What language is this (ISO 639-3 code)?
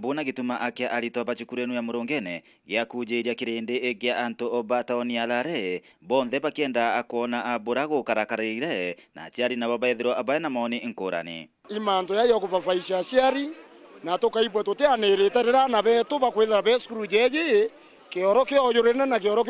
mer